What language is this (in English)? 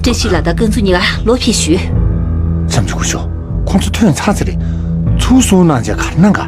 Tibetan